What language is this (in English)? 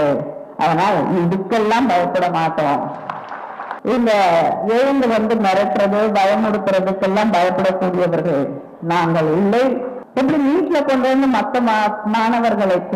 Tamil